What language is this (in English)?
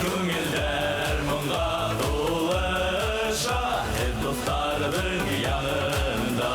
Bashkir